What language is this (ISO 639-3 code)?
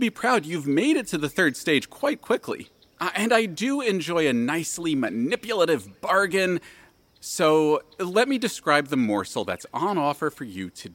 eng